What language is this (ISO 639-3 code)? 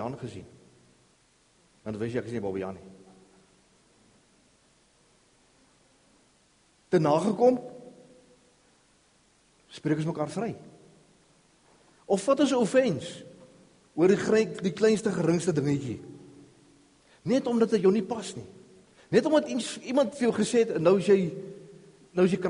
afr